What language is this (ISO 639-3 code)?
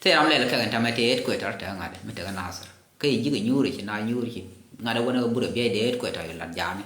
nus